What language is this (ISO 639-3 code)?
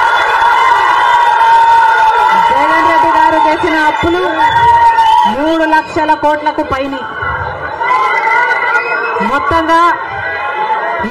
tel